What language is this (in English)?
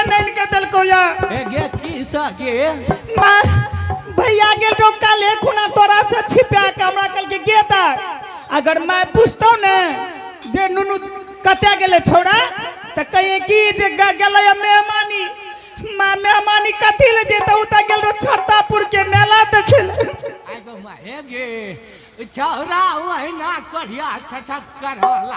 Angika